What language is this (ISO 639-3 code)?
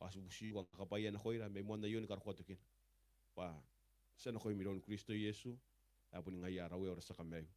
gil